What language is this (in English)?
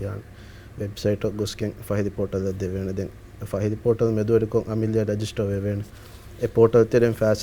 Divehi